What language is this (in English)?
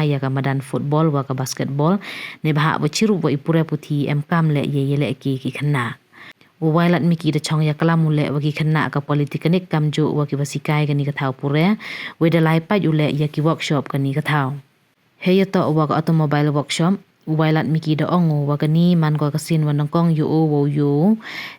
Pnar